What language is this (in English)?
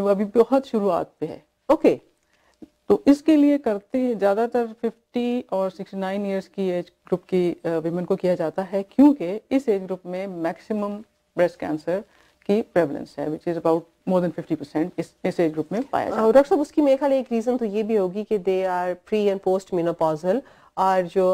Urdu